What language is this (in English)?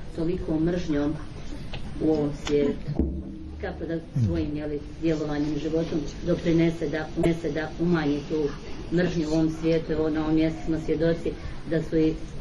Serbian